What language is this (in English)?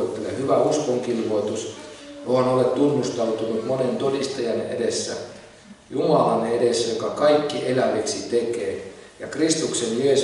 Finnish